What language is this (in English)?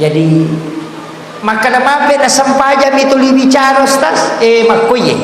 Buginese